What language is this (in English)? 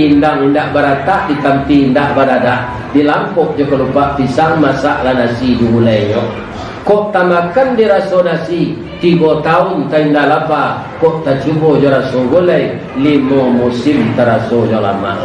Minangkabau